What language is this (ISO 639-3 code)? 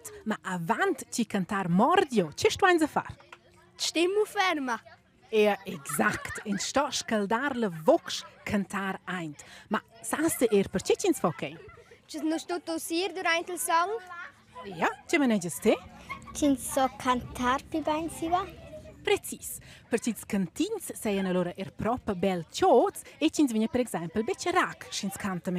roh